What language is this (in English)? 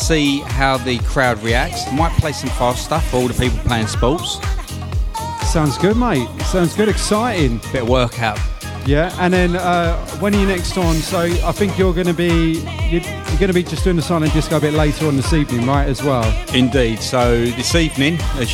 English